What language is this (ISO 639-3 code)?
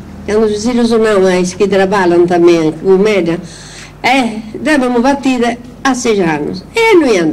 srd